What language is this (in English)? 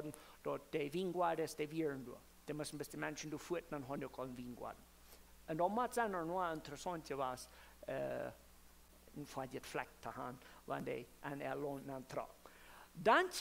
Plautdietsch